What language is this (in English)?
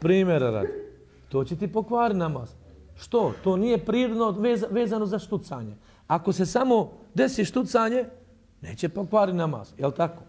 Bosnian